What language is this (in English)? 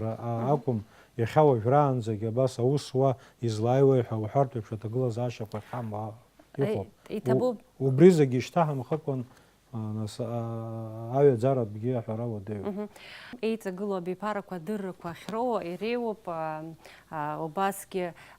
Abkhazian